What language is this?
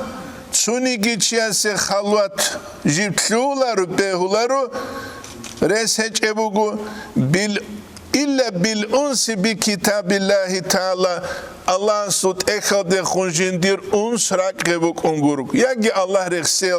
Avaric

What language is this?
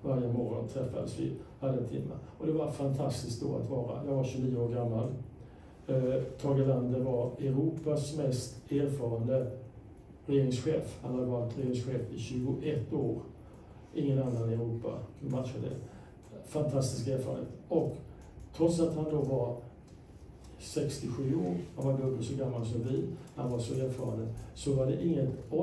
Swedish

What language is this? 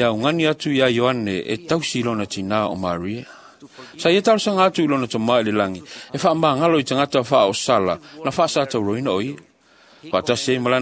Samoan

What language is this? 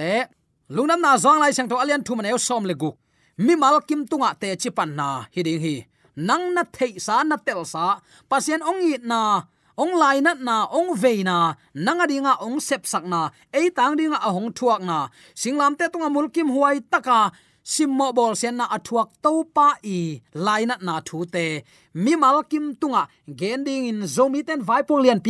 Tedim Chin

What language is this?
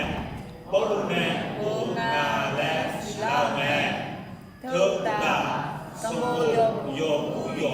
Akha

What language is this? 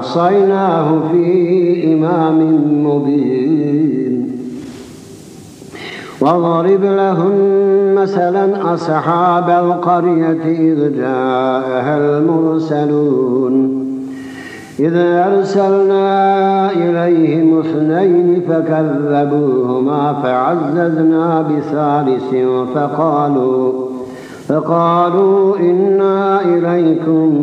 Arabic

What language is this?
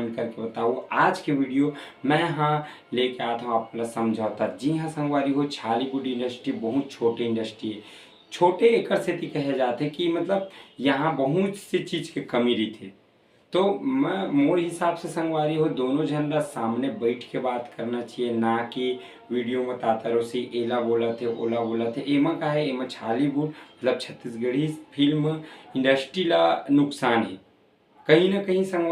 Chhattisgarhi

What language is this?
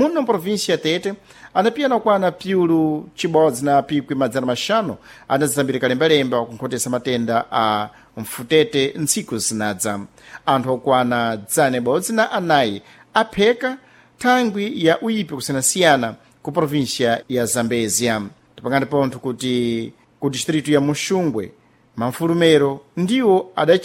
Sena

